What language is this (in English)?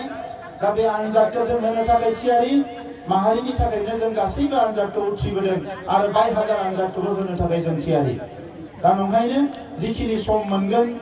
Bodo